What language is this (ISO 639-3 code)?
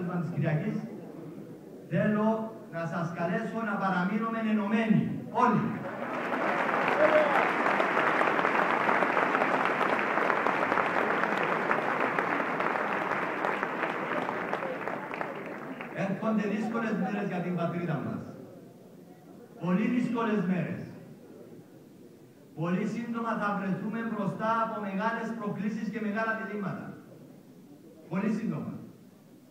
ell